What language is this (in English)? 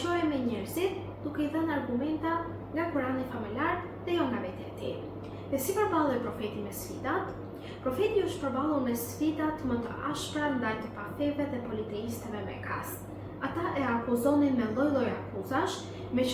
Albanian